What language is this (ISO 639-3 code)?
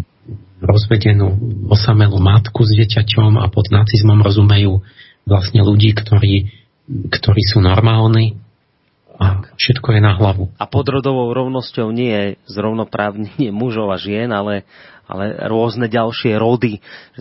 slk